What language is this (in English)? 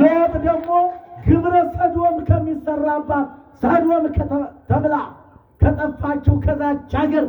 Amharic